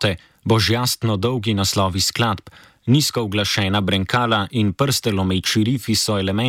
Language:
Slovenian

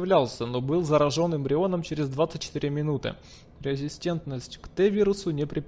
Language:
Russian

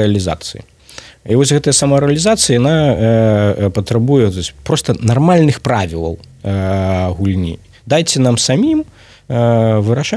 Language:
Belarusian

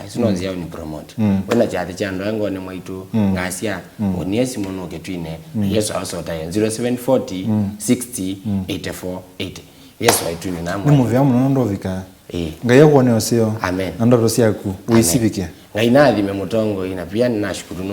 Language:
Kamba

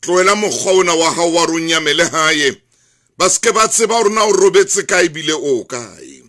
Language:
Southern Sotho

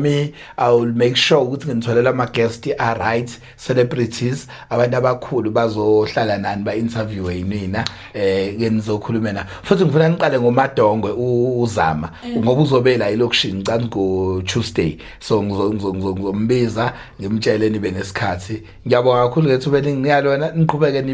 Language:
Zulu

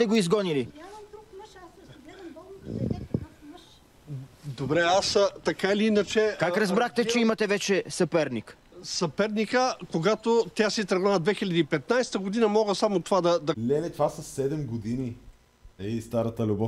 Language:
Bulgarian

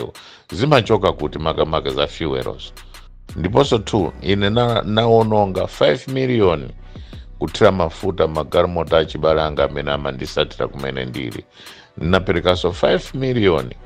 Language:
Nyanja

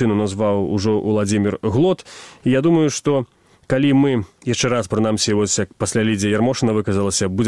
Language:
Belarusian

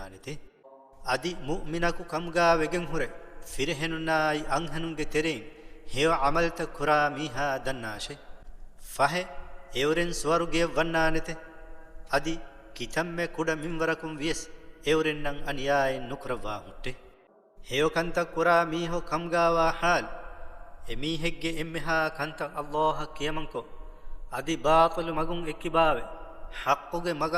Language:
Divehi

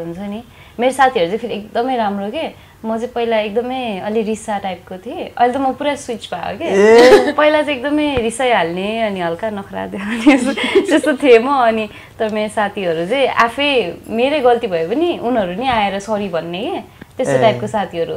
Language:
Nepali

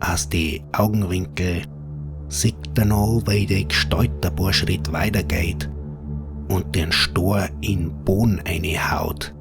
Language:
Bavarian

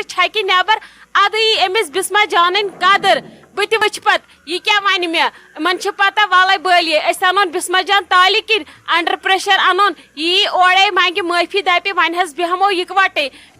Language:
Kashmiri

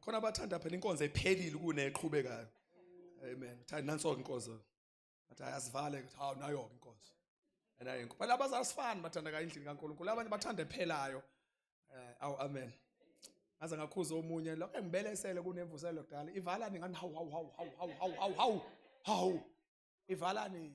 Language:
Zulu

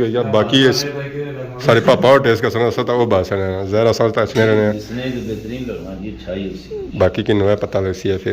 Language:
Pahari-Potwari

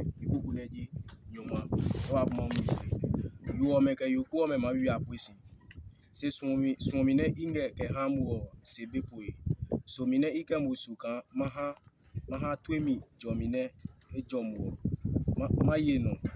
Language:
Adangme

